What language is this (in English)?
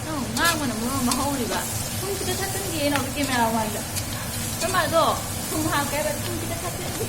Manipuri